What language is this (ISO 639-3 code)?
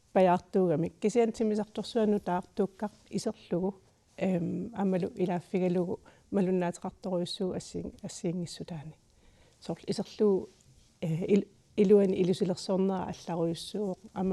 kal